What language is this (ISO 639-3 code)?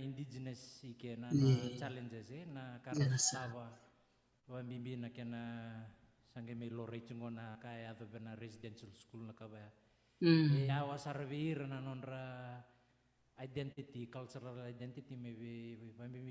fij